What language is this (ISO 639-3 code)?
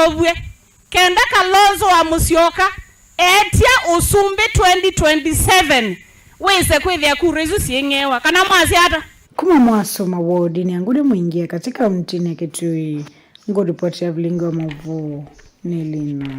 kam